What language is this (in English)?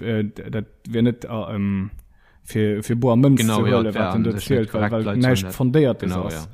Luxembourgish